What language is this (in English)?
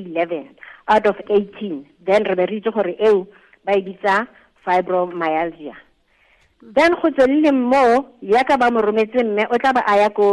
Tswana